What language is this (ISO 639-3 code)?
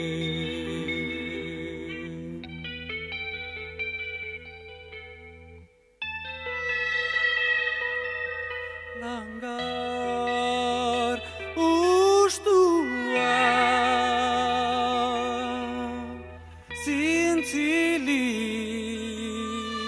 eus